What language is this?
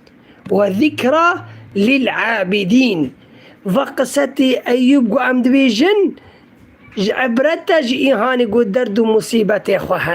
Kurdish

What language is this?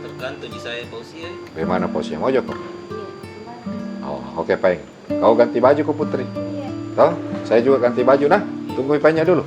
Makassar Malay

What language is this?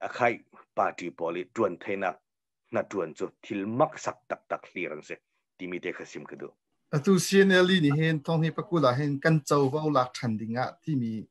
Hakha Chin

